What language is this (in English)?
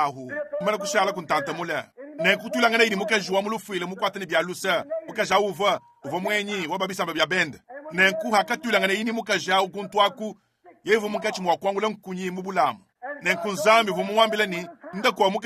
Luba-Lulua